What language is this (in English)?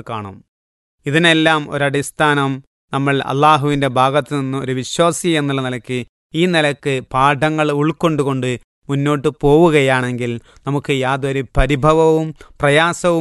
Malayalam